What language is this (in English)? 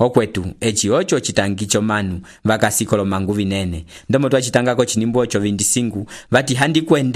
Umbundu